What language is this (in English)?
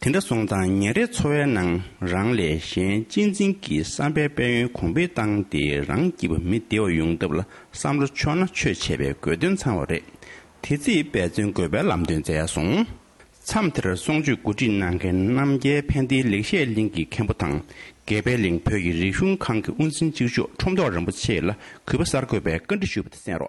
Tibetan